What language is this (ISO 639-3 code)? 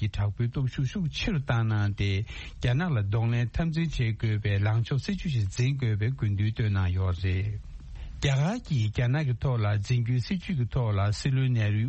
bod